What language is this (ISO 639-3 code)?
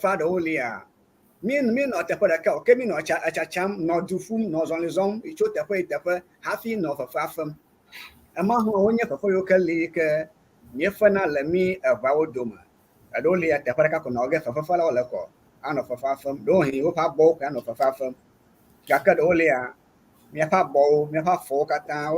ewe